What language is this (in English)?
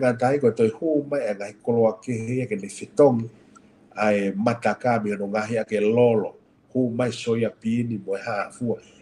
Tongan